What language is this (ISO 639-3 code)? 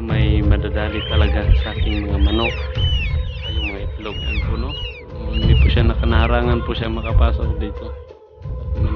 fil